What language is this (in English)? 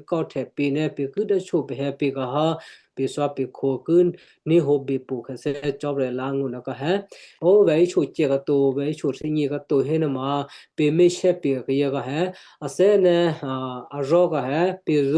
Western Kayah